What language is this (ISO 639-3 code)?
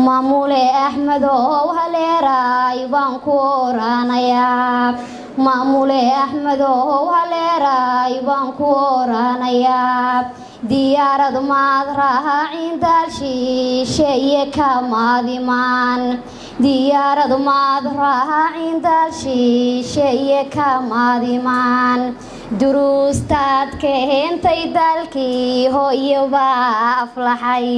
som